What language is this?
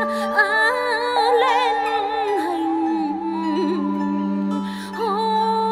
Vietnamese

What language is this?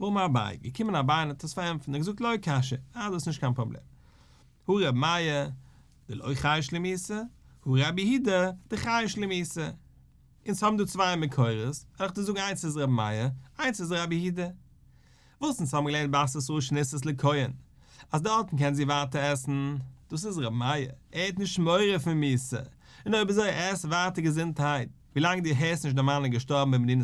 Yiddish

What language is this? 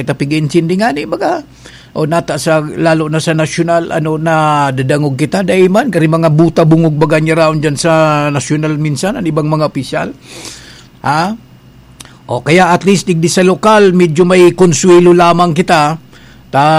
Bikol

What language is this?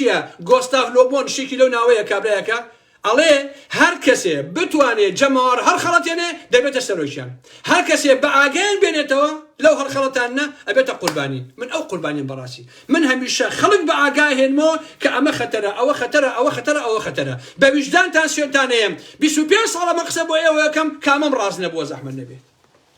Central Kurdish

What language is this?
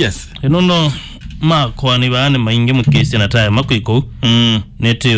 Kamba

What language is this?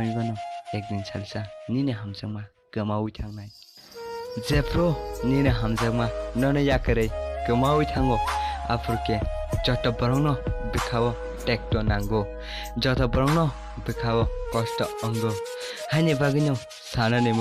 Kok Borok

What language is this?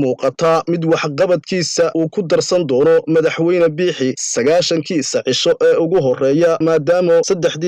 Somali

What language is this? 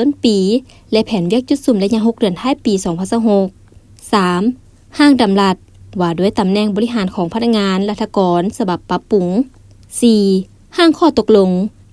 Lao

